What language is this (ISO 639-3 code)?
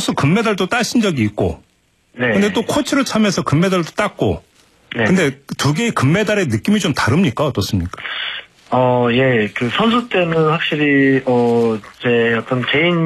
kor